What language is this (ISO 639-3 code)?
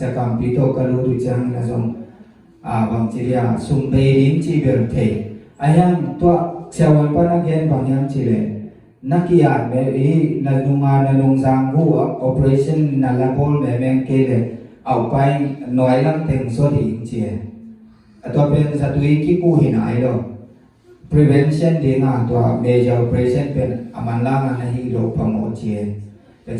ctd